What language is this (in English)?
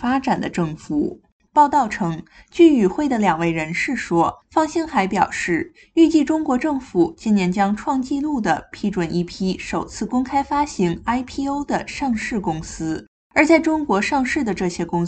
Chinese